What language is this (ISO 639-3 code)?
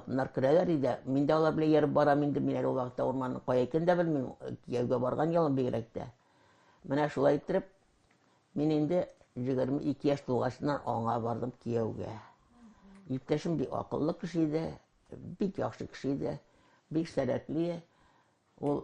tat